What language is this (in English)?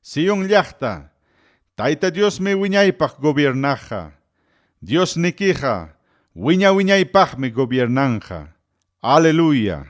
Ayacucho Quechua